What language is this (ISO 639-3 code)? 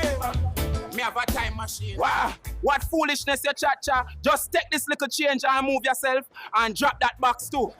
jam